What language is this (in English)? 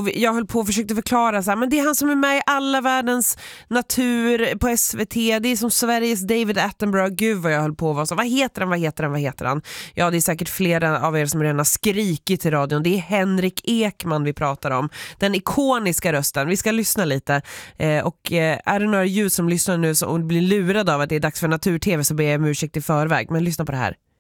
Swedish